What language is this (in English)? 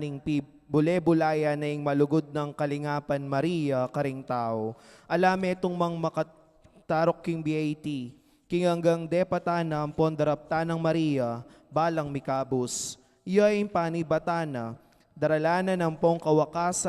Pampanga